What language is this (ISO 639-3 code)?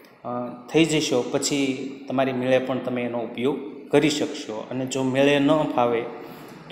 guj